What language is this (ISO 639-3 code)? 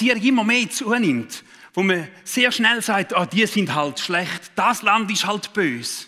gsw